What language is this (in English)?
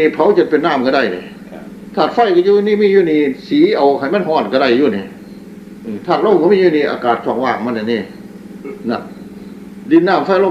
Northeastern Thai